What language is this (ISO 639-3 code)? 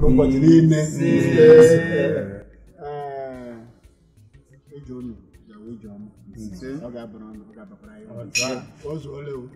fra